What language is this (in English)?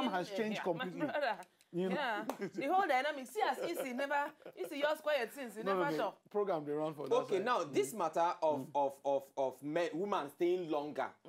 Nigerian Pidgin